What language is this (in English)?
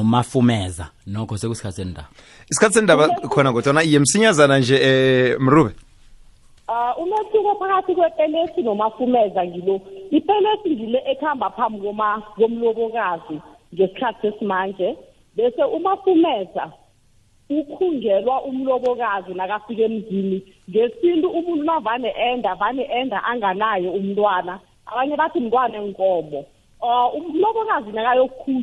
South Ndebele